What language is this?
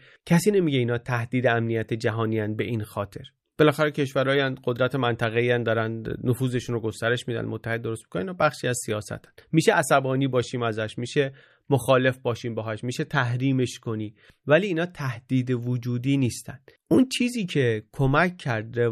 Persian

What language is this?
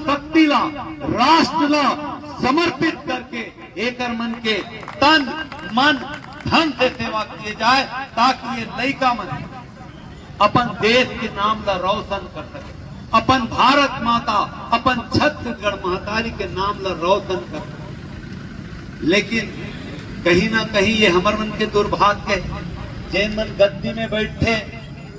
Chhattisgarhi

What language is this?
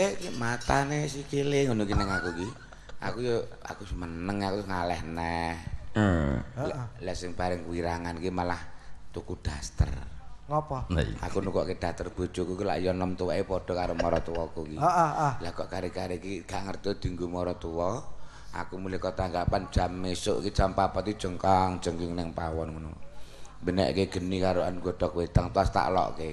Javanese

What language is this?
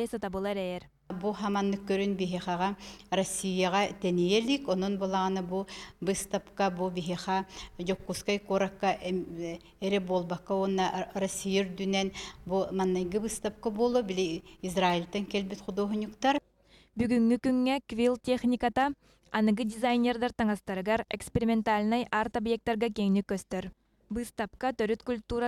Yakut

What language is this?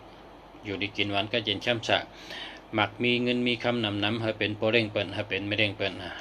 Shan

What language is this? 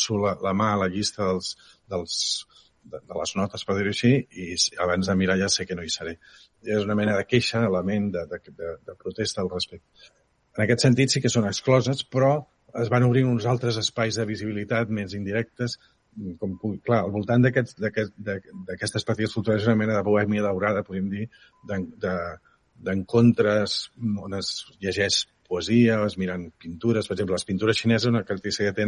Catalan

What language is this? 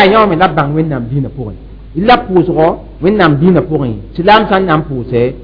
Mossi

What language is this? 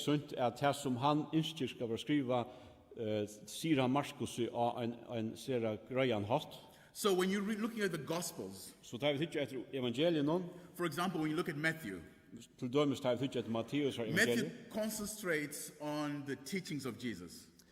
Faroese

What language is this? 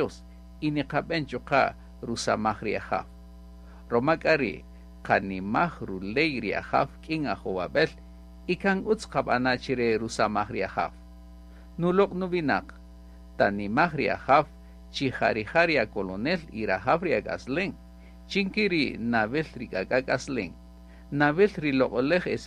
Kaqchikel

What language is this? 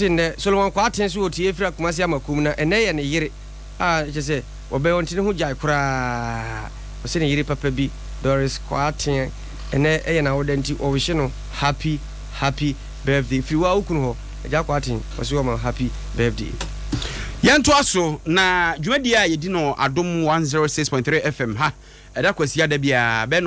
Akan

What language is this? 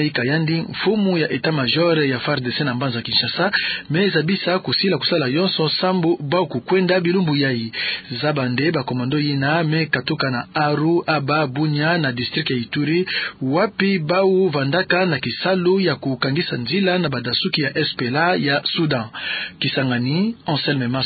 Kituba (Democratic Republic of Congo)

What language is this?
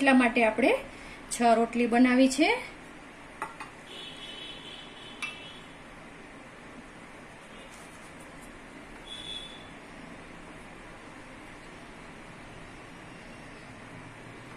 Gujarati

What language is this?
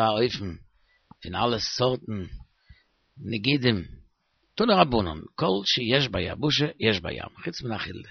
Yiddish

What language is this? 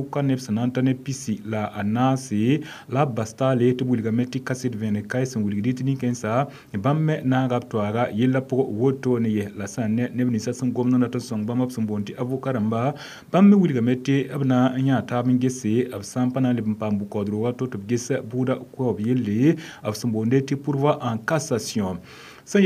Mossi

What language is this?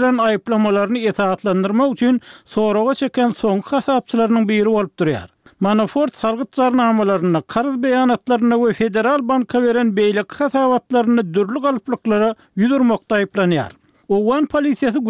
Turkmen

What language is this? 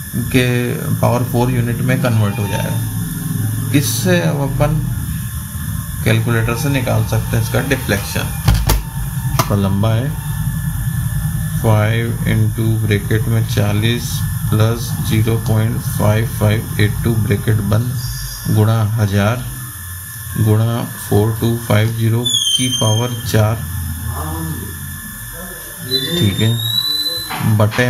Hindi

